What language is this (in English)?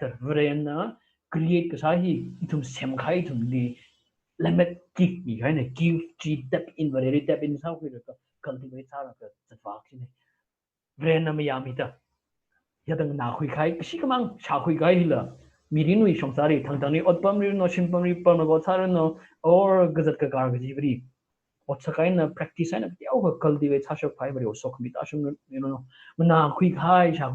Tangkhul Naga (India)